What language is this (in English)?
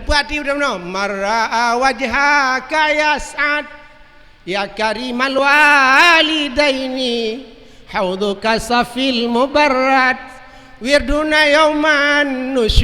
Achinese